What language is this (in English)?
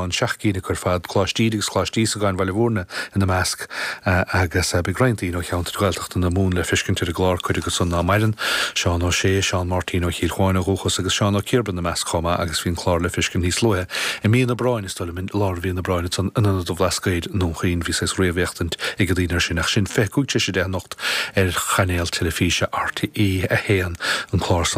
Irish